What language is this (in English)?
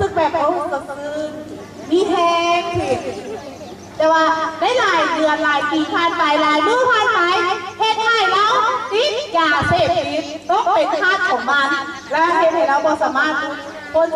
Lao